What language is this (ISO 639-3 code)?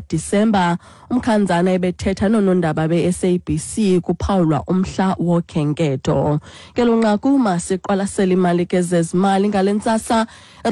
xho